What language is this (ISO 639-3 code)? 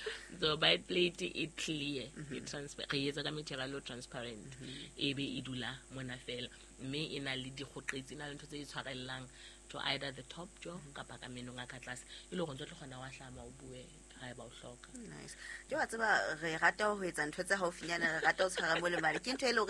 sot